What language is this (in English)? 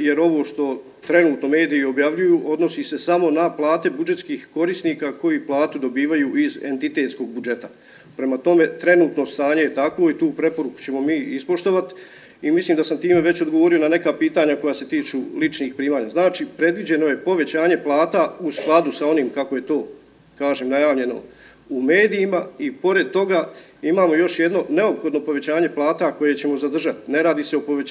Bosnian